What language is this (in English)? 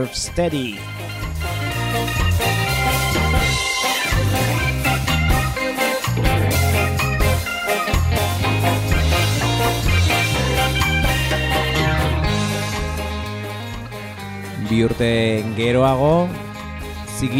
Basque